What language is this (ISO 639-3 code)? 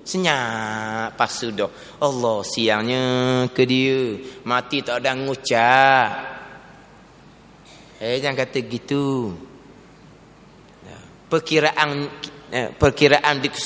msa